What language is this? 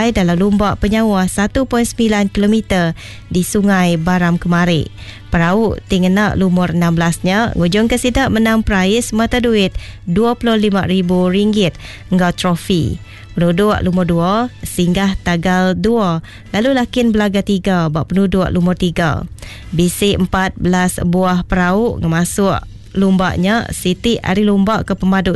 Iban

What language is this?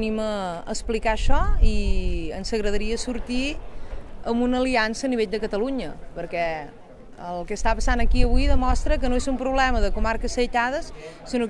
Catalan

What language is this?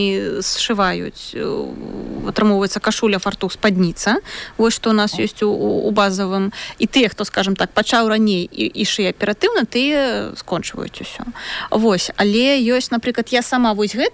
Belarusian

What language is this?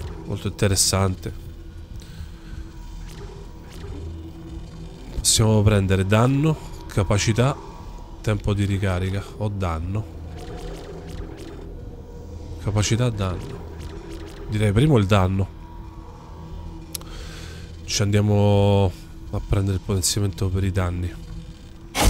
Italian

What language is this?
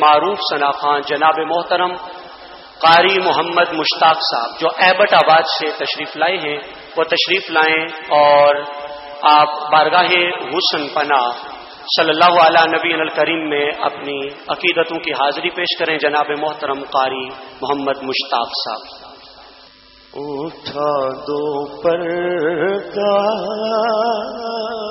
Urdu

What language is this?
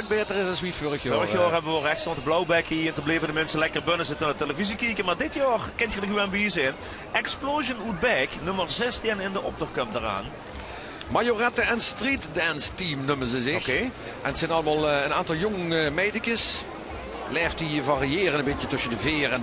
Limburgish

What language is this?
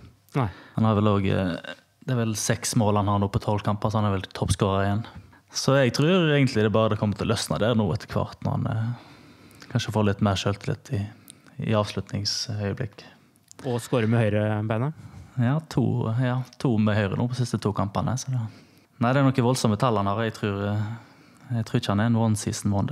Norwegian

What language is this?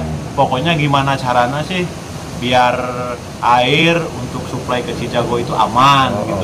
Indonesian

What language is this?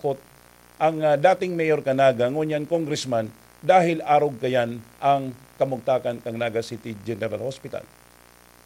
Bikol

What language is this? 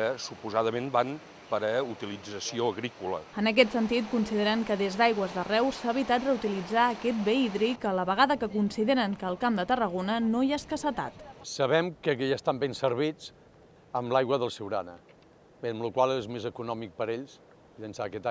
Catalan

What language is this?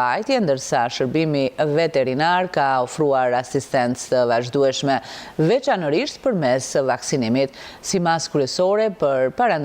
Albanian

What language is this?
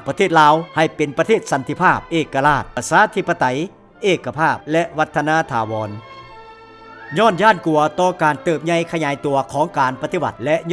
Lao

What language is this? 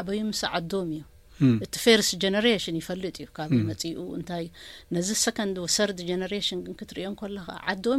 Tigrinya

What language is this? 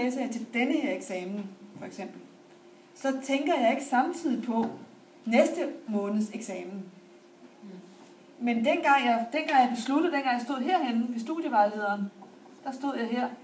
Danish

